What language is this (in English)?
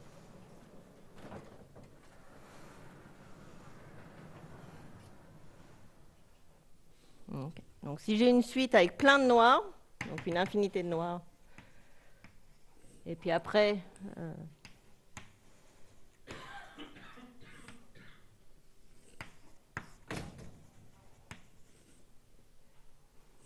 French